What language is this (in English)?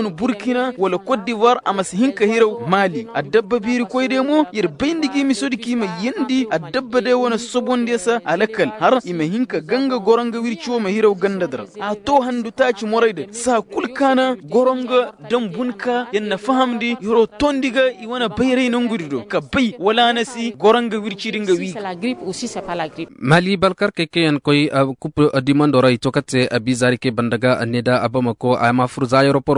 Koyraboro Senni